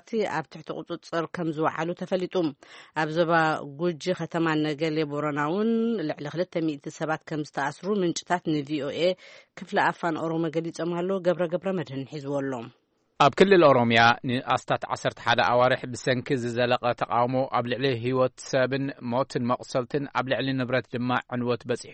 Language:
Tigrinya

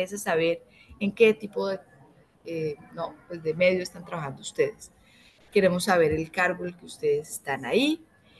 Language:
Spanish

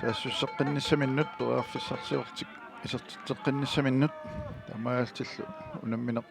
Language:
Kalaallisut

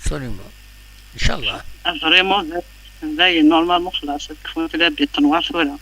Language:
Kabyle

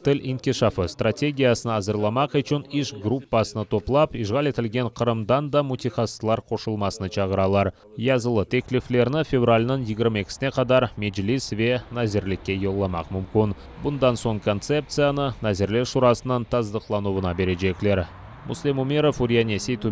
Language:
Crimean Tatar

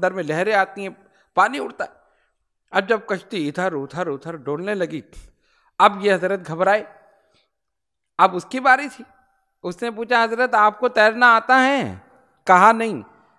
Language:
Urdu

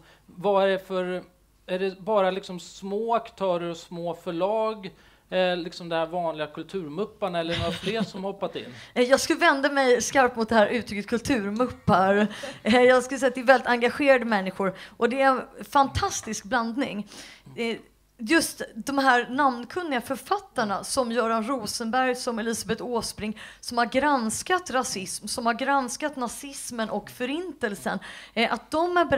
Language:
Swedish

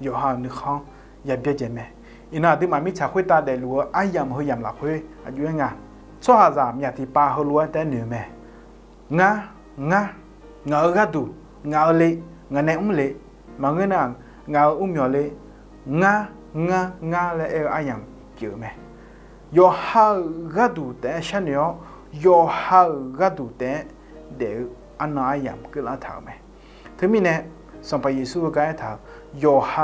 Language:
Akha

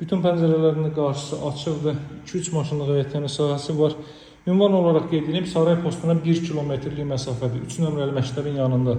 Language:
Azerbaijani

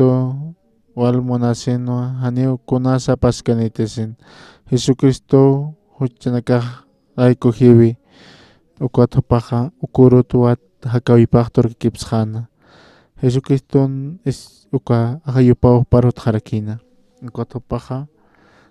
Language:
Aymara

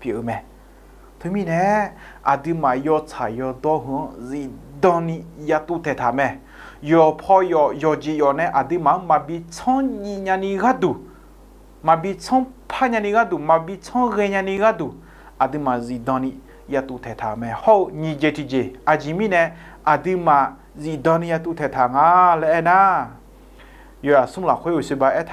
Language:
Akha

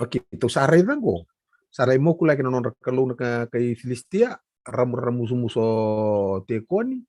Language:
Fijian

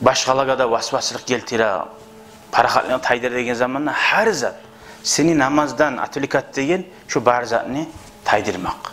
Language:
Kumyk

